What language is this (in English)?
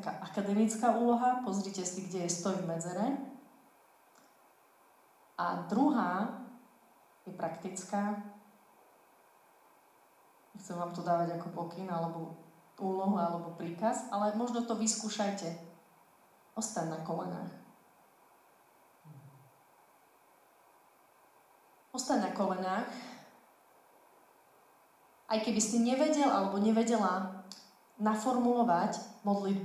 Slovak